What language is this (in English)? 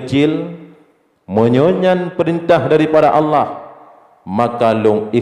Achinese